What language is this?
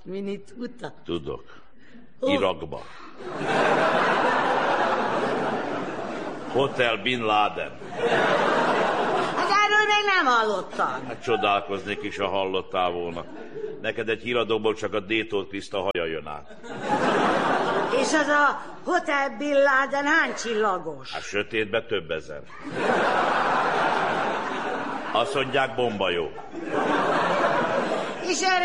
Hungarian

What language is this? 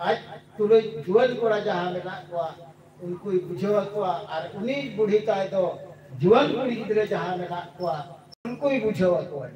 Santali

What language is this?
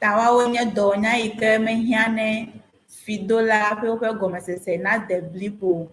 Ewe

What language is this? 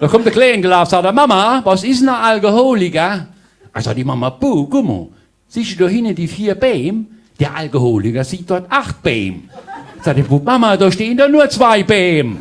Palatine German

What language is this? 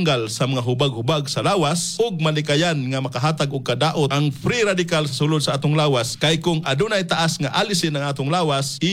Cebuano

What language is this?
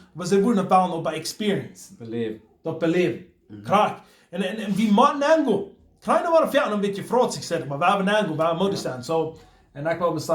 Plautdietsch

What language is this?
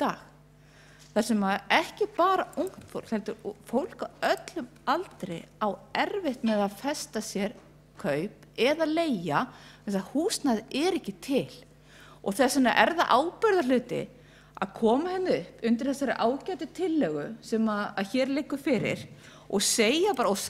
Icelandic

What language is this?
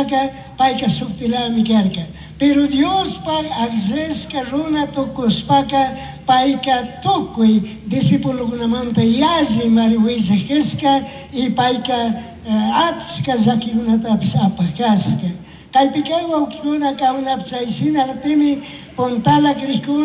Chimborazo Highland Quichua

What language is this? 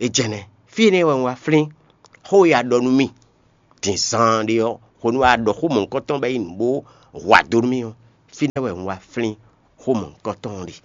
Fon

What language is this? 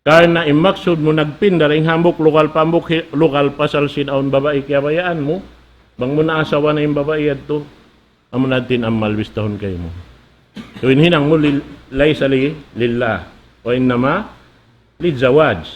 Tausug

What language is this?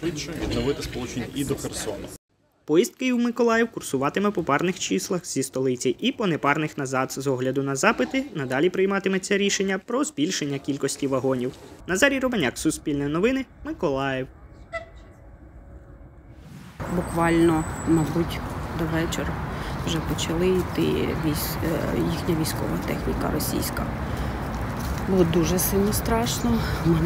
Ukrainian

